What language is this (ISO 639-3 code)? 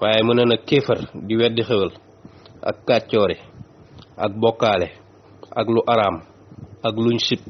wol